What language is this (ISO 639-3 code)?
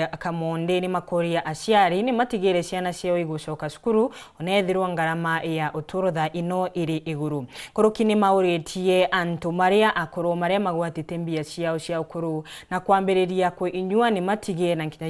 mer